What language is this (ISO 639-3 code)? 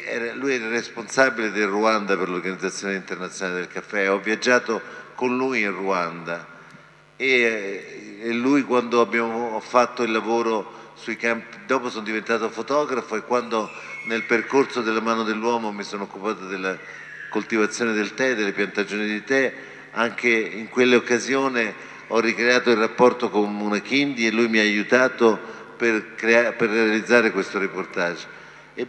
ita